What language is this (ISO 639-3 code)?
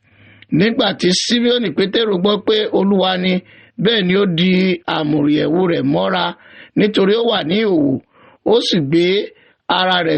yor